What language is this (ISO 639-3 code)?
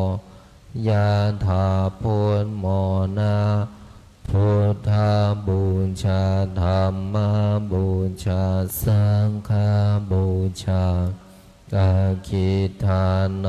pli